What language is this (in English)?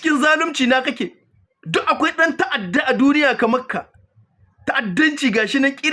Hausa